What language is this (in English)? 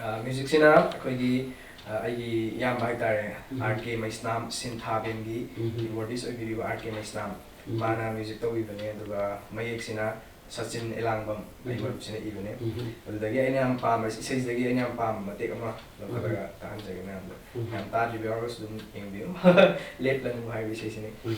Manipuri